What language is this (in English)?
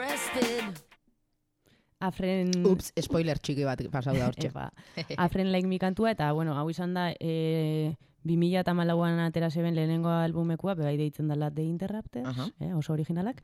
Basque